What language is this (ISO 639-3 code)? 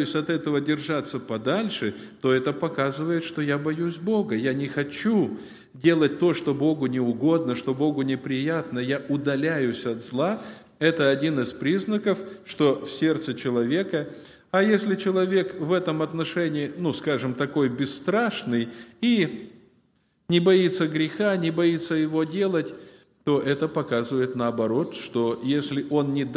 rus